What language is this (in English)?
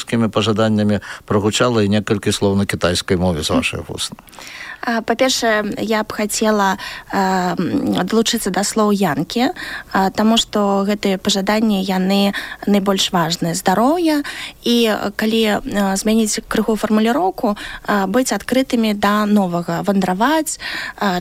Belarusian